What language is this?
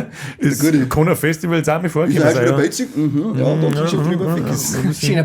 Bavarian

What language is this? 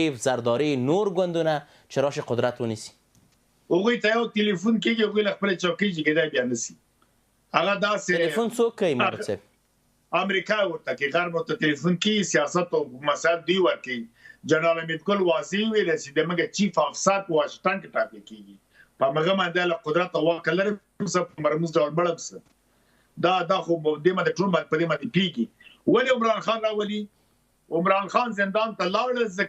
Pashto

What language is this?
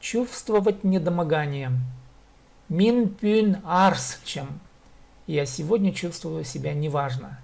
Khakas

